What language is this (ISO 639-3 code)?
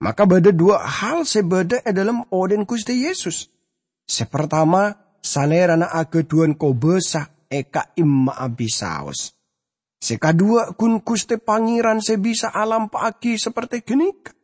mad